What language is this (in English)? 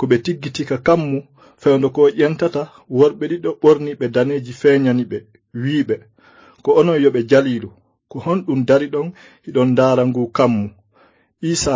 Fula